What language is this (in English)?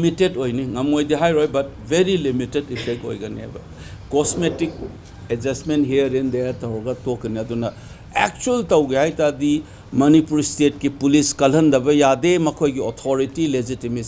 Manipuri